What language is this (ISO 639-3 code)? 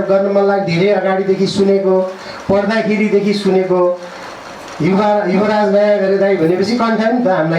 nep